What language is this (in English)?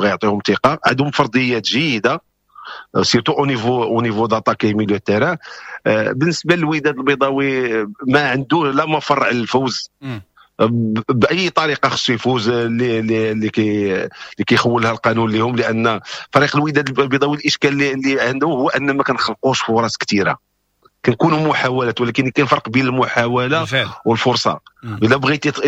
Moroccan Arabic